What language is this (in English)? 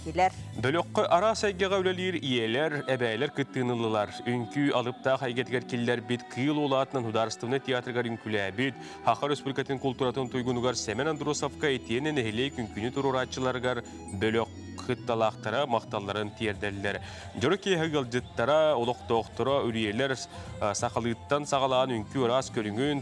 Yakut